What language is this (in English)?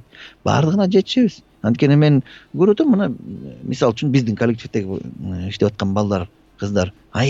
Kyrgyz